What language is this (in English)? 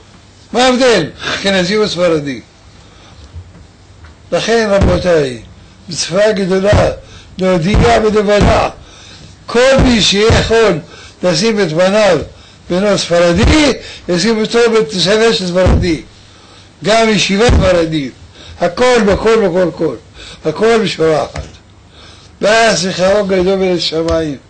Hebrew